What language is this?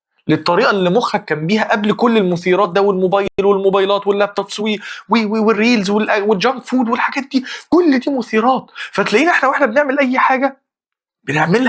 Egyptian Arabic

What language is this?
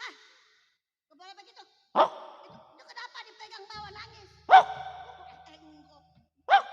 Betawi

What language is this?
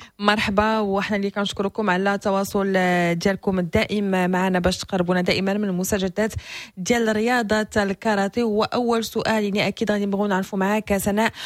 Moroccan Arabic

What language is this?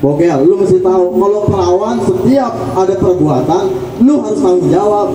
Betawi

